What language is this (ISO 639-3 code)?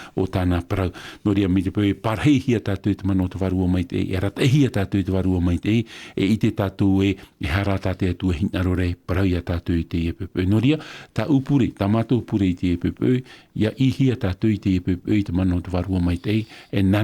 tah